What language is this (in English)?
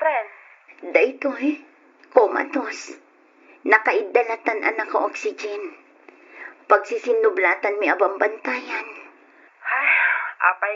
Iloko